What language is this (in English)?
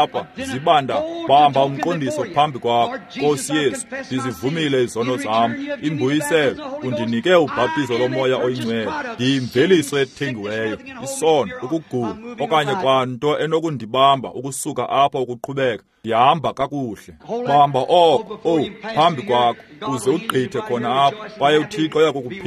Xhosa